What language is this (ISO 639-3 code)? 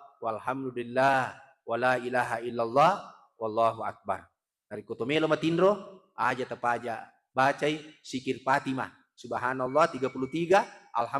bug